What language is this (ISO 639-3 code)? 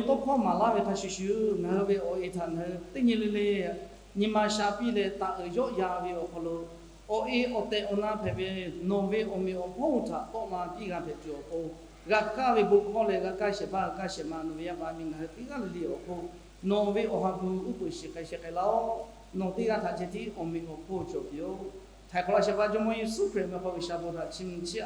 lhu